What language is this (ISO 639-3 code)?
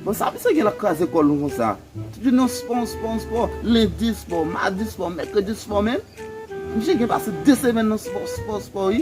hat